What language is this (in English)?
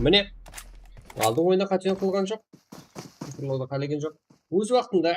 Kara-Kalpak